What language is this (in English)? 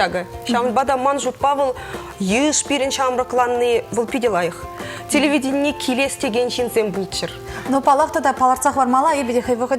Chuvash